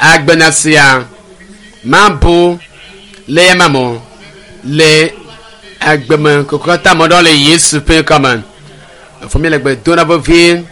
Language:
Ewe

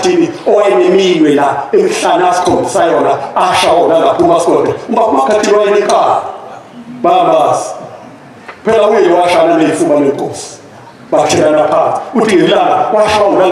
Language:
Zulu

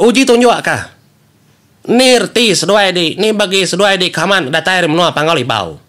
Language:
Iban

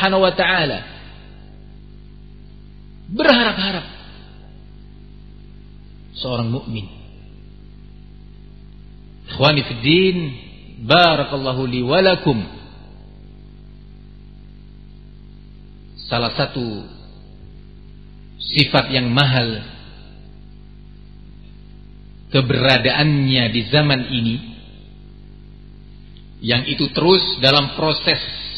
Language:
Indonesian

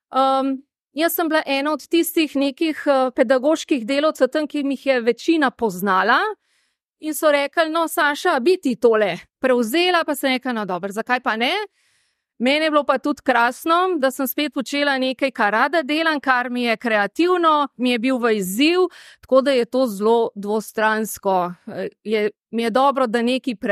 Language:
Slovenian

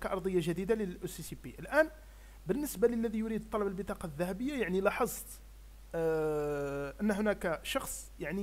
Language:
Arabic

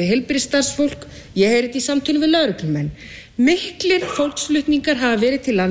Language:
Icelandic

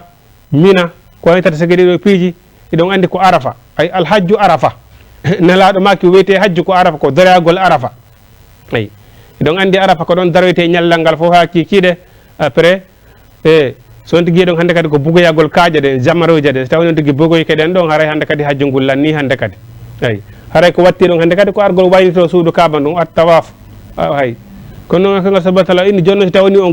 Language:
Fula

